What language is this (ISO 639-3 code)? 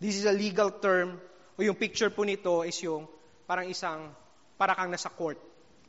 fil